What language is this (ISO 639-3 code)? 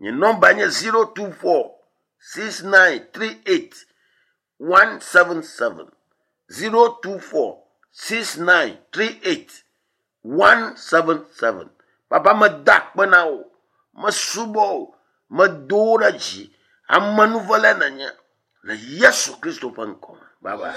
ewe